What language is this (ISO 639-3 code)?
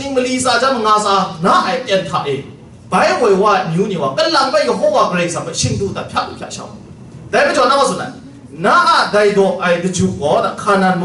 kac